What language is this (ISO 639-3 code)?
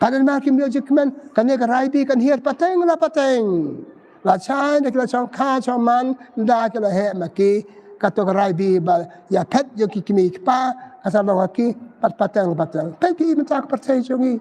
kha